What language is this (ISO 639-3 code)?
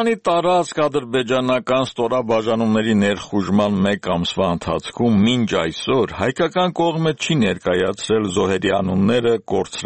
hye